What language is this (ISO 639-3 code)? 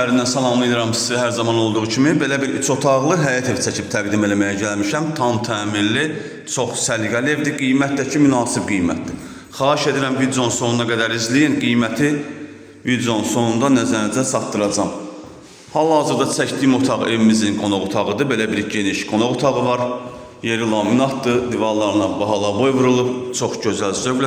aze